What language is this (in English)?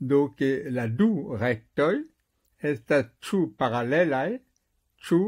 Esperanto